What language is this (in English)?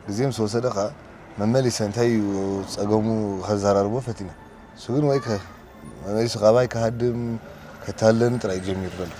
Tigrinya